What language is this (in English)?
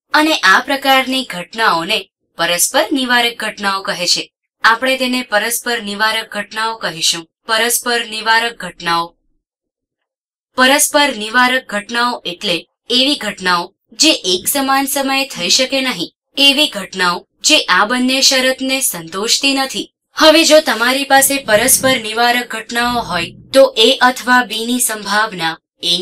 Gujarati